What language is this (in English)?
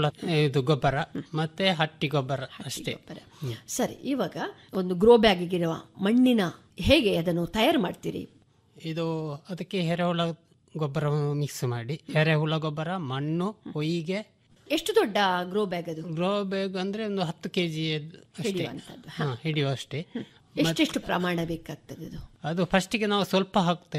Kannada